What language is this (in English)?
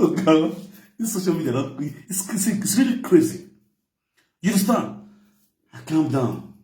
Nigerian Pidgin